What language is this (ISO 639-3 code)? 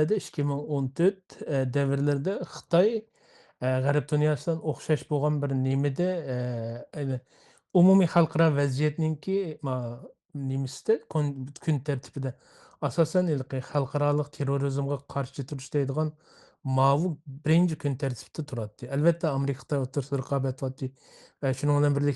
uig